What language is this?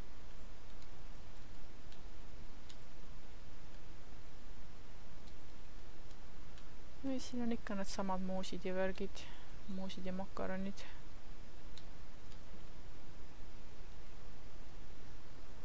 Estonian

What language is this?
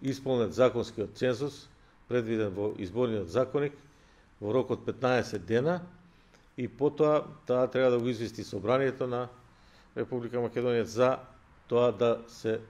Macedonian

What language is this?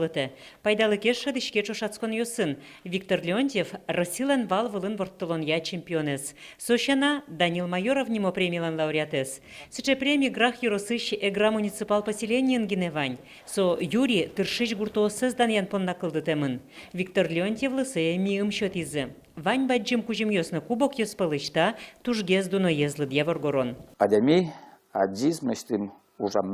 Udmurt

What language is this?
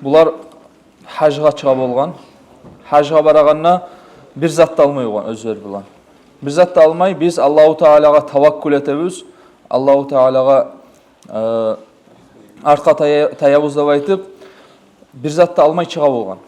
Kumyk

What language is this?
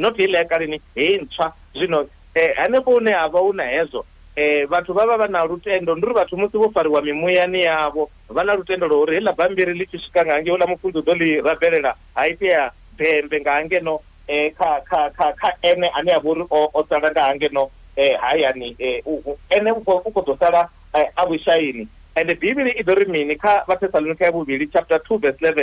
Venda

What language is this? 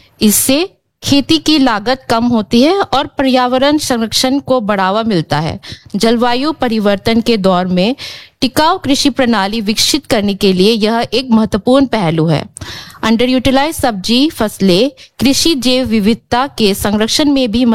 Hindi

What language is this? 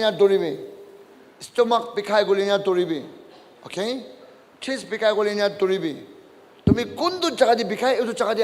Naga Pidgin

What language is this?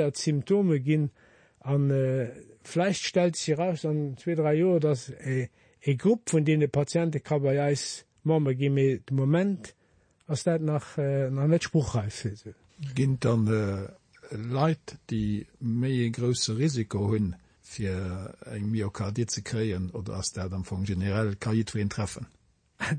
Luxembourgish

